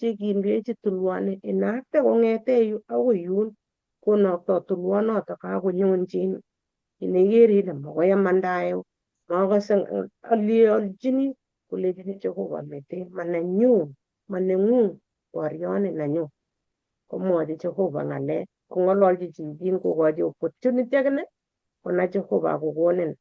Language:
Kalenjin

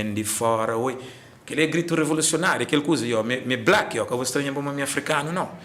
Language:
Kabuverdianu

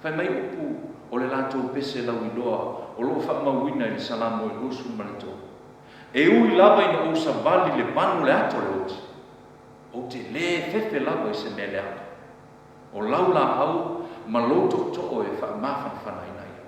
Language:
Samoan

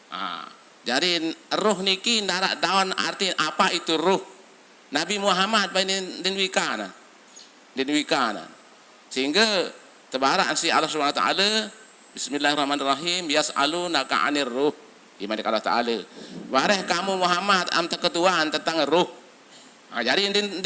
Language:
Sasak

